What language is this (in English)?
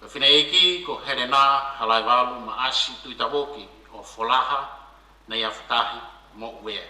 Tongan